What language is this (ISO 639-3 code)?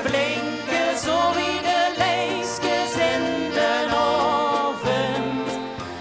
lim